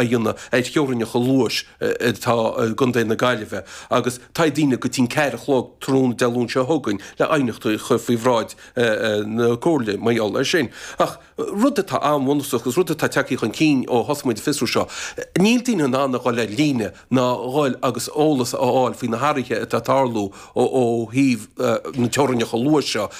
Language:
Irish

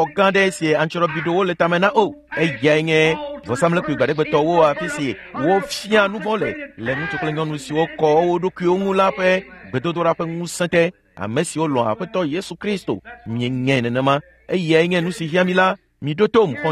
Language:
Ewe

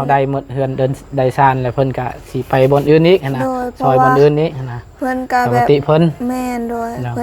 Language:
Lao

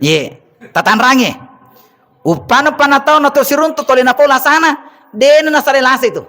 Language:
Buginese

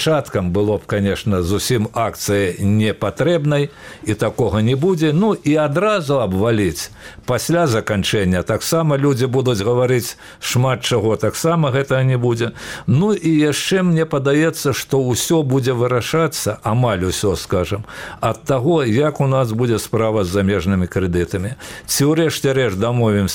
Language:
Belarusian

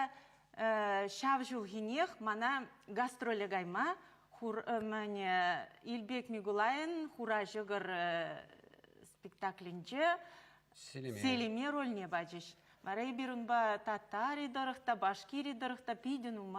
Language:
Chuvash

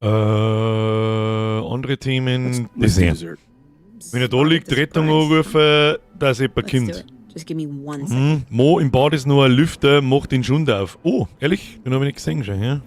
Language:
Bavarian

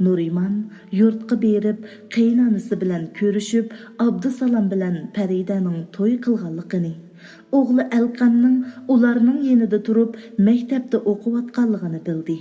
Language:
Uyghur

